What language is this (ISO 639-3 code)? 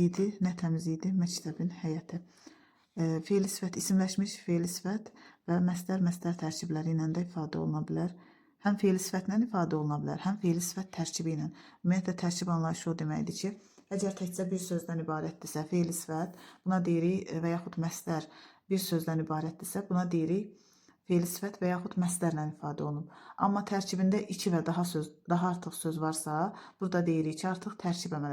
aze